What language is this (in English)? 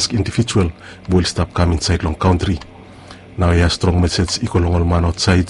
Bislama